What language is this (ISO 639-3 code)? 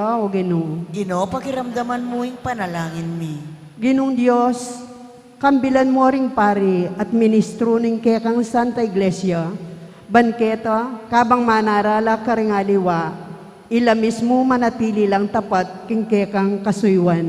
pam